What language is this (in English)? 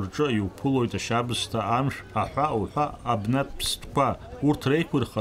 Abkhazian